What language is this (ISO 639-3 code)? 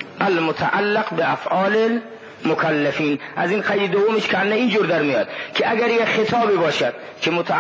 fas